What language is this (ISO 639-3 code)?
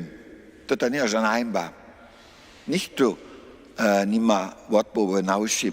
hsb